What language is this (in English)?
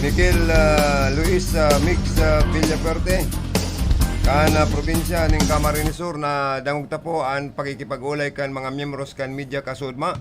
Bikol